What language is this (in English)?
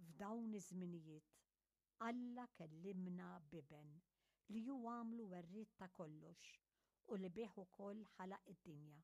Maltese